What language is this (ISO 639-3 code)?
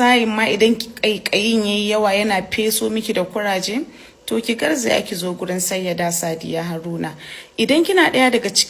hau